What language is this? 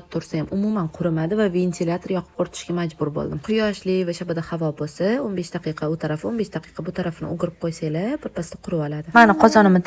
Uzbek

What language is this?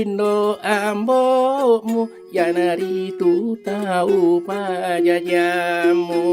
Buginese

